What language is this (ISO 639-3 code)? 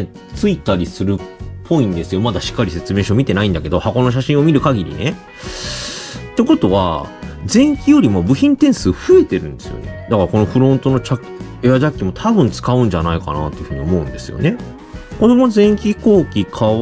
jpn